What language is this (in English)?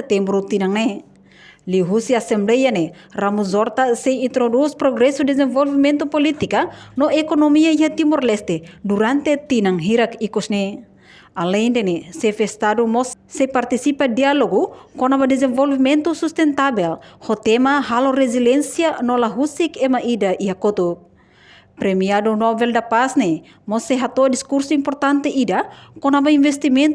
Tetum